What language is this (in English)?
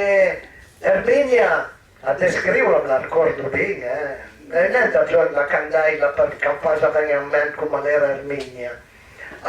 Piedmontese